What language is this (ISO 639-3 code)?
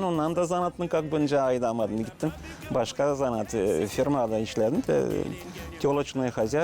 gag